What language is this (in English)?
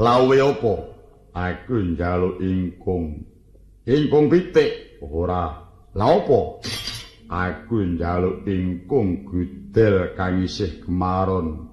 Javanese